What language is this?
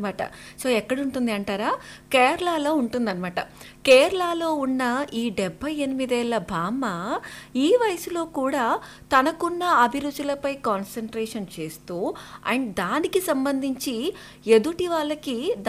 Telugu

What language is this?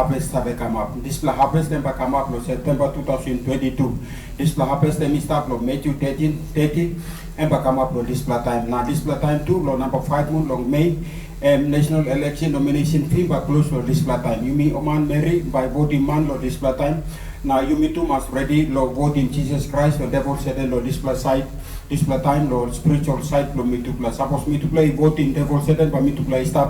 Tok Pisin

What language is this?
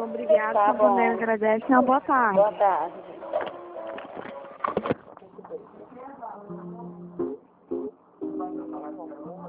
Portuguese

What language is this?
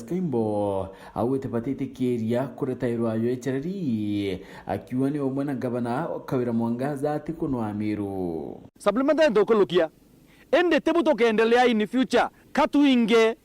Meru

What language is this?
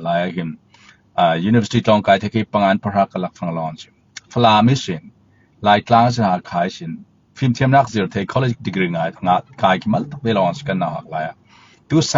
Falam Chin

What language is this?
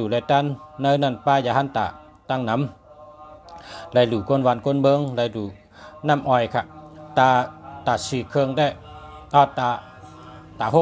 Shan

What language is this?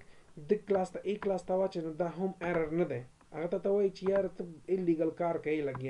Pashto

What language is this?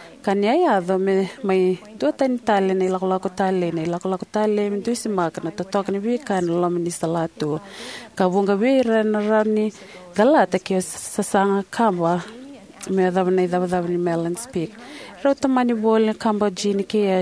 Fijian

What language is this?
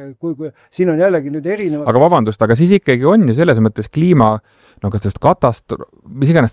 Estonian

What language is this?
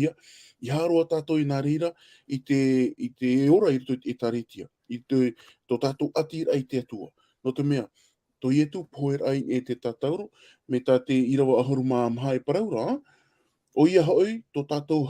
Tahitian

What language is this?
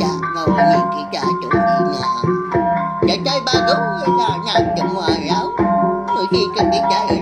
Iban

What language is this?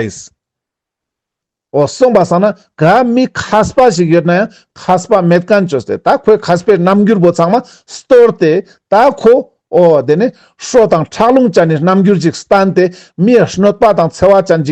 Ladakhi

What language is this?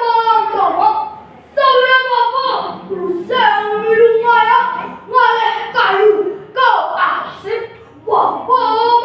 Balinese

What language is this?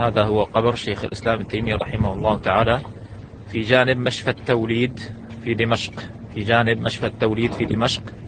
Chechen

